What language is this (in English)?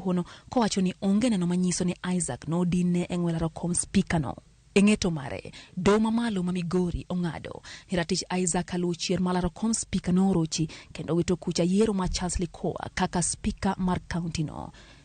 Luo (Kenya and Tanzania)